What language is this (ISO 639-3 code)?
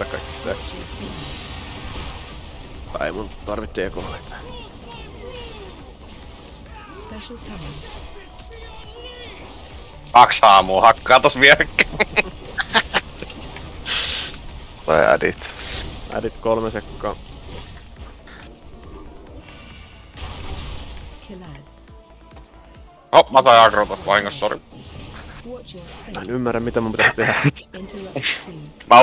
fin